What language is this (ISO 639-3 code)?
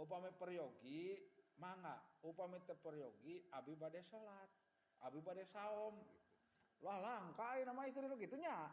sun